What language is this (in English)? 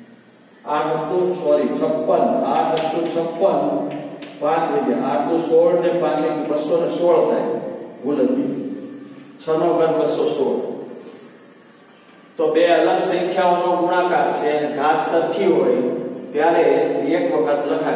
Gujarati